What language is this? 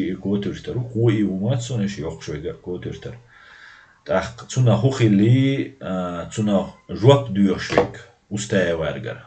Chechen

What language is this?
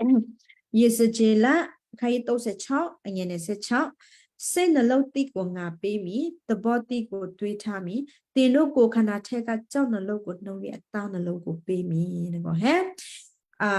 Western Kayah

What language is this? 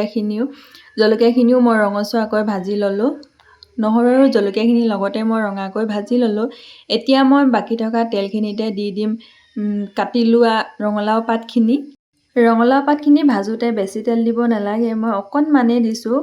Assamese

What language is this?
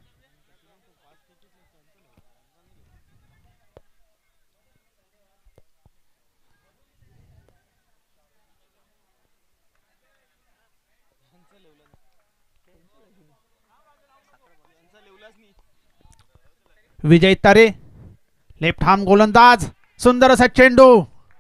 Marathi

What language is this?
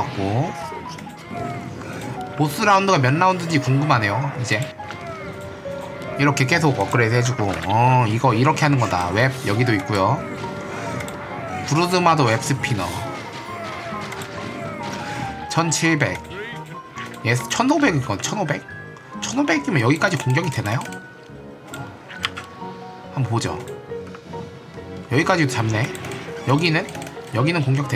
Korean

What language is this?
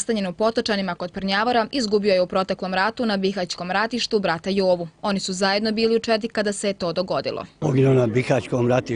Bosnian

